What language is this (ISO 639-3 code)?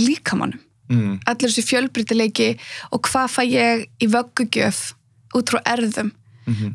isl